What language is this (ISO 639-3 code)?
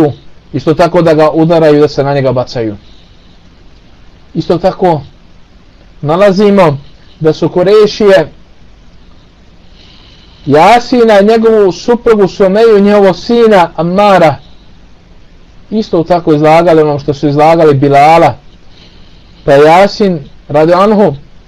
bos